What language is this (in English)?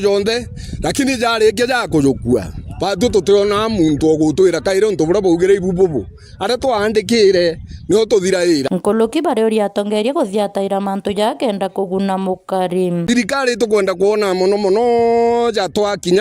Meru